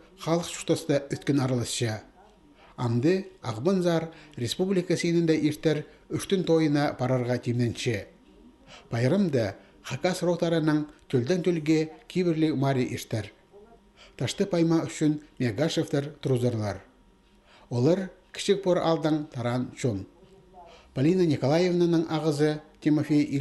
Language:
Khakas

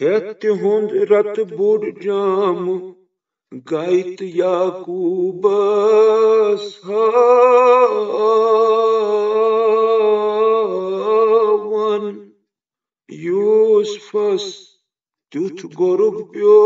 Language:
Kashmiri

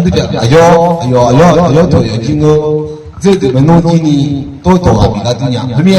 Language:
Akha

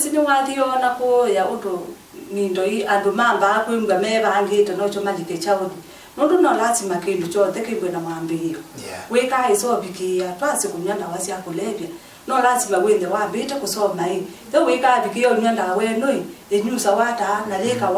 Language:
Kamba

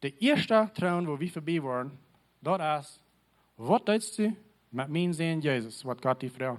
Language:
Plautdietsch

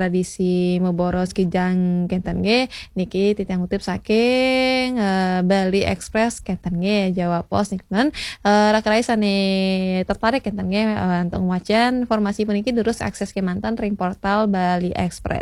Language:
Balinese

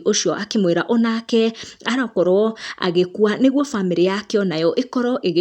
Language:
Kikuyu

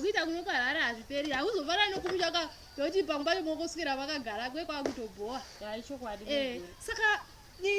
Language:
Shona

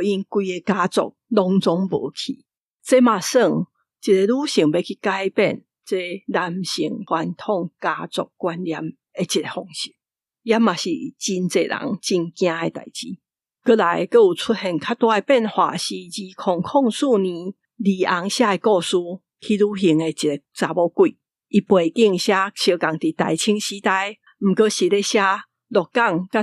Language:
Min Nan Chinese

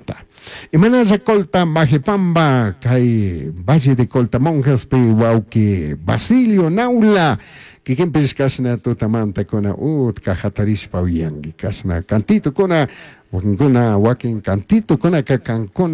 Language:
Chimborazo Highland Quichua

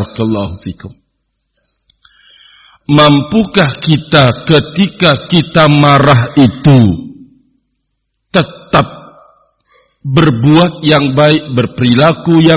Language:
Indonesian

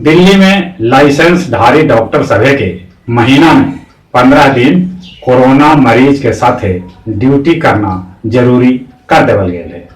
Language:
Magahi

